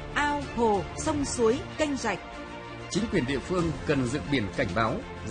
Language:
Vietnamese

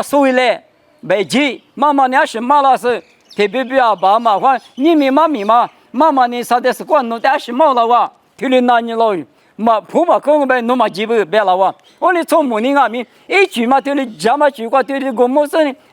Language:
Lisu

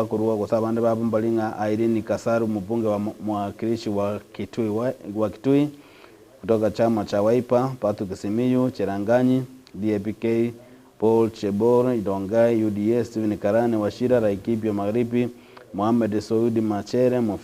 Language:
Gusii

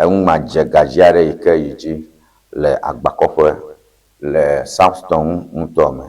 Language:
Ewe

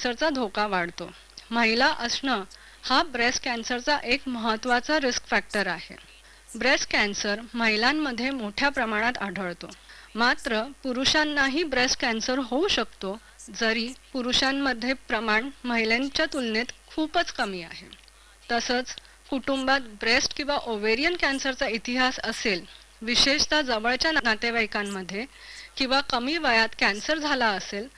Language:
Marathi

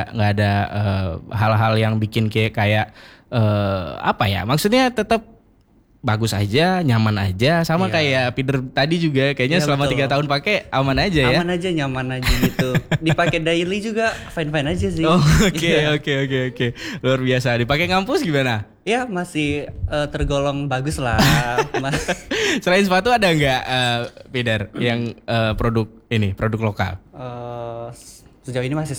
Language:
Indonesian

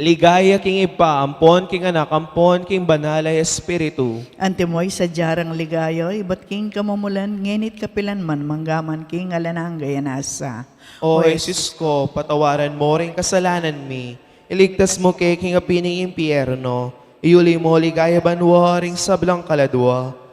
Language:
Pampanga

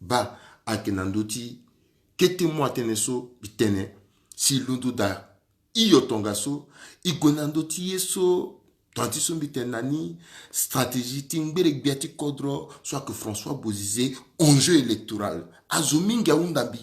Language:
Sango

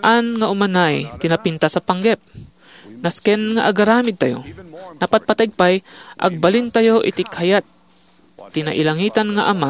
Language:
Iloko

